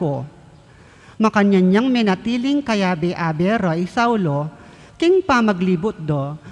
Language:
Pampanga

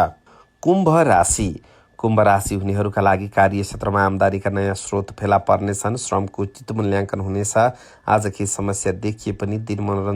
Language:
Nepali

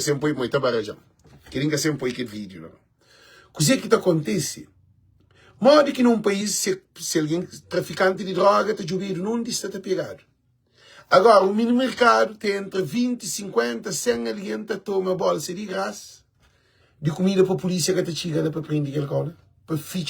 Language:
Kabuverdianu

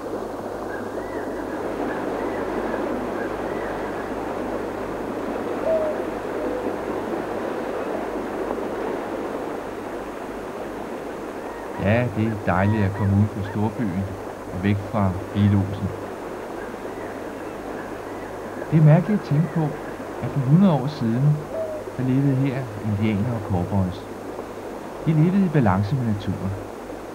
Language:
Danish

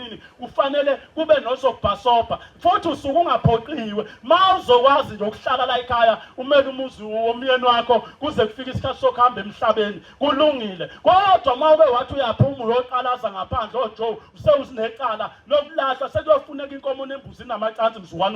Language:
Zulu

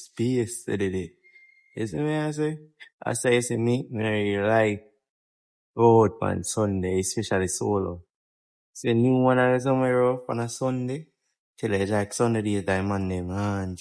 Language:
Jamaican Creole English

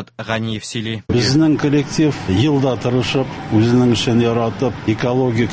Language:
Tatar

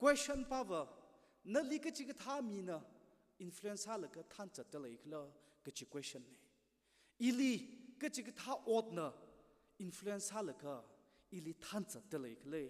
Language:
Tangkhul Naga (India)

